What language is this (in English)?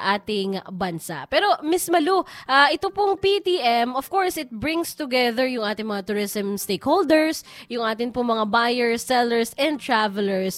Filipino